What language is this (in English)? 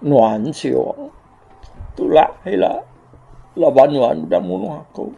Iban